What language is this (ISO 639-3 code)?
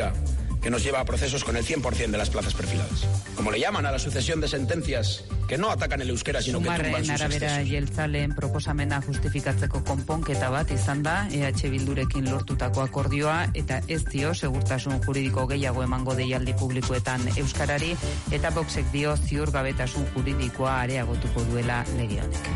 eus